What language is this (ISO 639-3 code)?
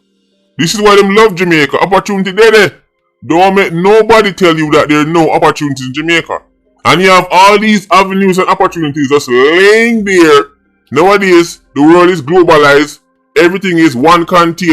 jam